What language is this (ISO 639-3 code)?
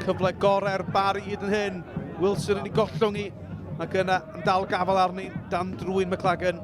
cym